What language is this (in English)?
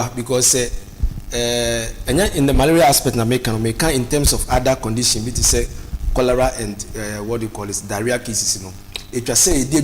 Akan